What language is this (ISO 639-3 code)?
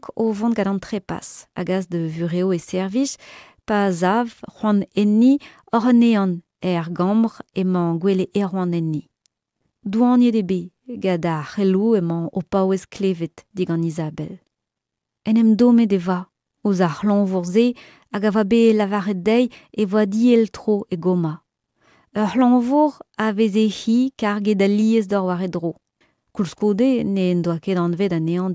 bre